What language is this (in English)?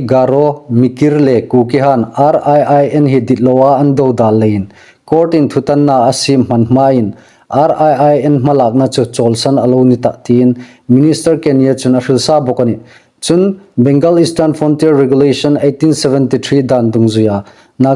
Hmar